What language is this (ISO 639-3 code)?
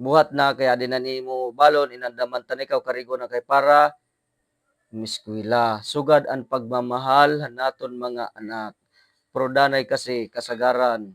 war